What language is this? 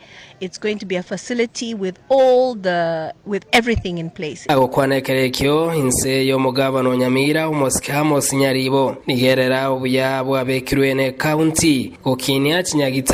Gusii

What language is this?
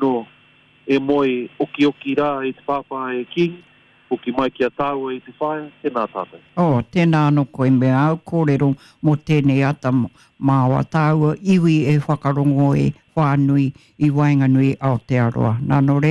Māori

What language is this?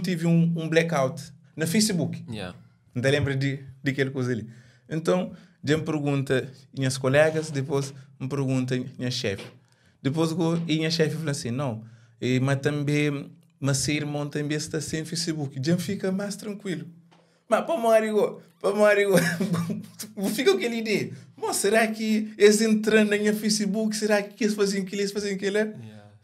Kabuverdianu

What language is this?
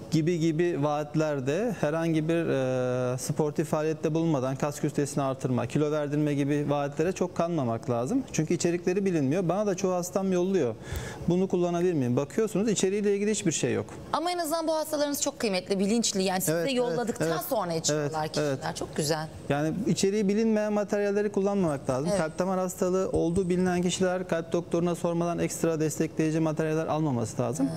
Turkish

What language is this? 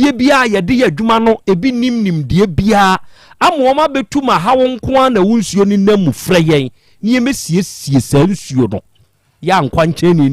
Akan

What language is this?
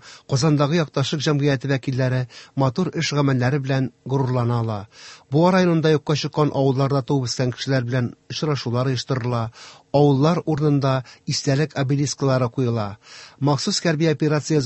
Tatar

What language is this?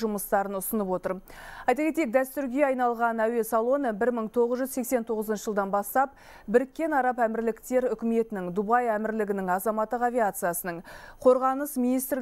Kazakh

